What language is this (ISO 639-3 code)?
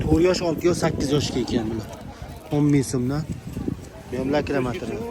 uzb